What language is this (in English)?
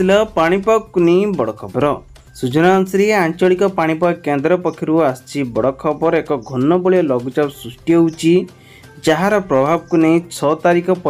Odia